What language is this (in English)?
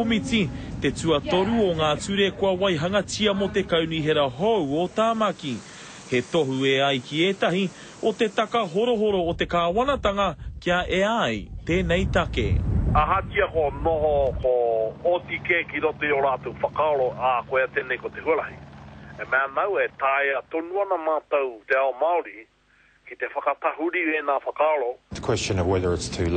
Māori